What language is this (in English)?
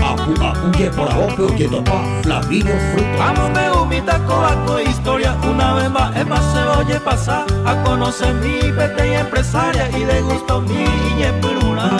Guarani